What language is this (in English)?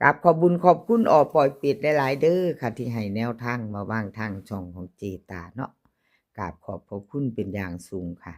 Lao